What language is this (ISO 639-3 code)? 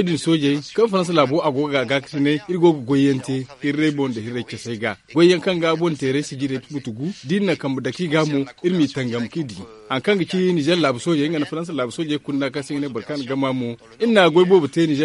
dje